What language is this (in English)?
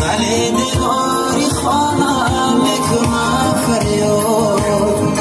Tajik